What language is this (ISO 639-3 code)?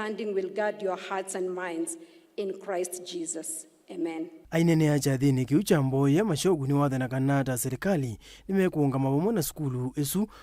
kam